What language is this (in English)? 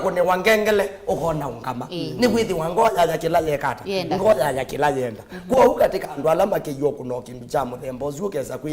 Kamba